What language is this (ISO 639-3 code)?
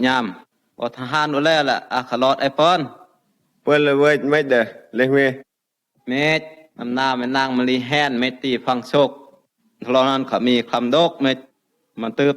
prt